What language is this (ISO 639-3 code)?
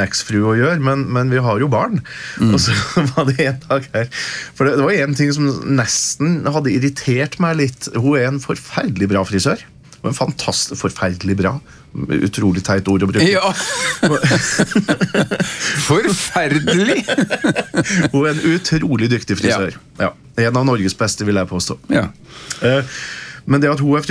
nor